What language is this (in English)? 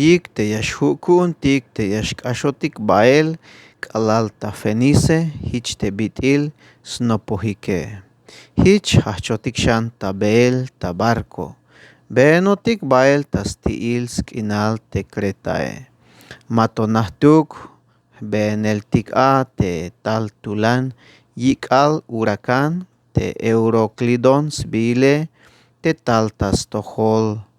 Tzeltal